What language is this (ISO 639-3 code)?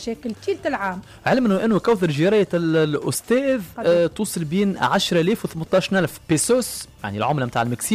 aeb